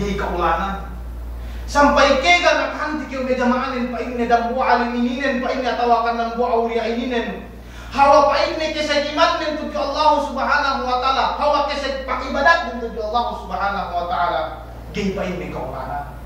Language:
Yakan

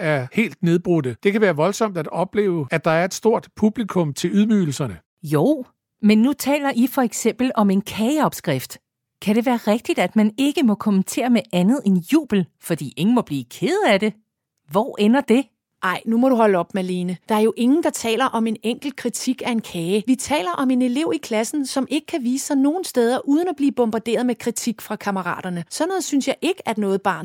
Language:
Danish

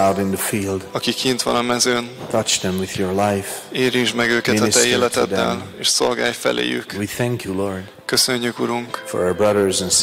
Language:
Hungarian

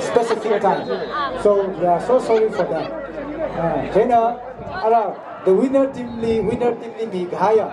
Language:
Tangkhul Naga (India)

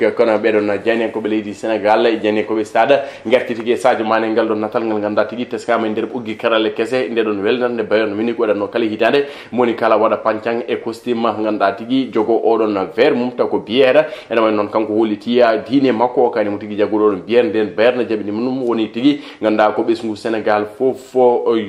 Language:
Fula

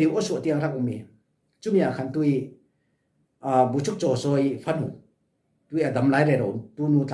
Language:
Falam Chin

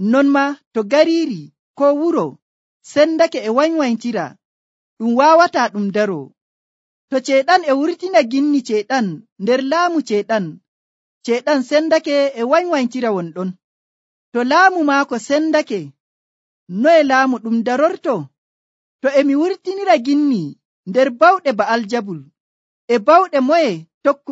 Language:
Nigerian Fulfulde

